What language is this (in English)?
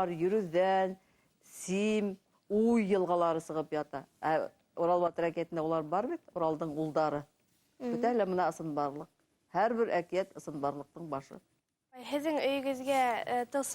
Bashkir